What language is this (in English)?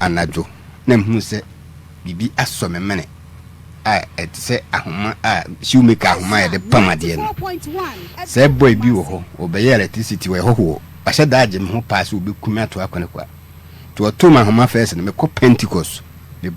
Akan